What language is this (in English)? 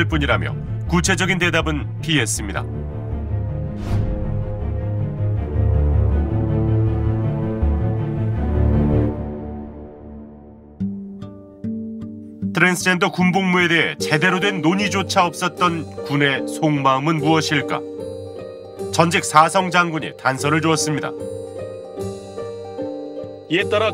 Korean